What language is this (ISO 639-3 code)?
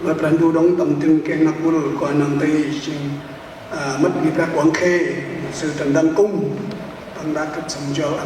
cmo